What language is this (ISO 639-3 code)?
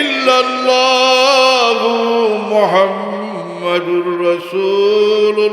syl